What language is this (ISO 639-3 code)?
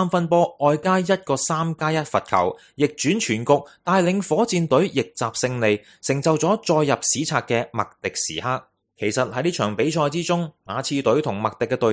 yue